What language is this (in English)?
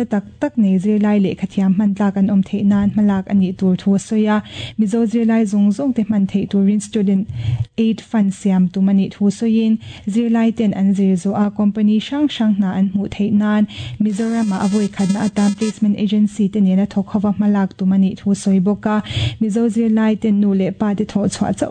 Mizo